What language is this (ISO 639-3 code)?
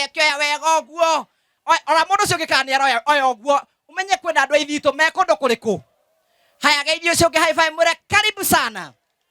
kik